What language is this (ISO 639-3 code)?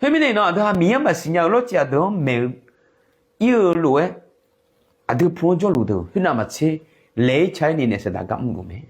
ahk